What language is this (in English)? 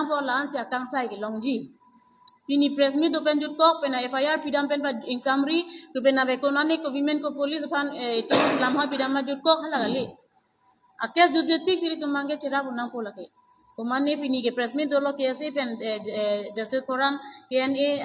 Karbi